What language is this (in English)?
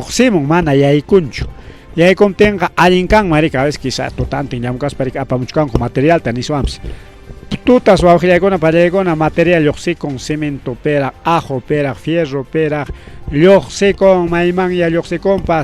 Ayacucho Quechua